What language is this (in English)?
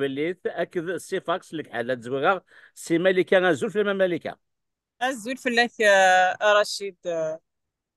Kabyle